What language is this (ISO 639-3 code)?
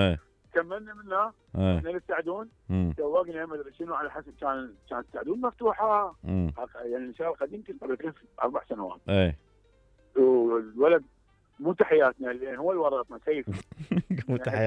acm